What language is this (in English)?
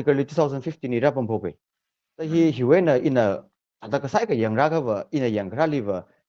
Tangkhul Naga (India)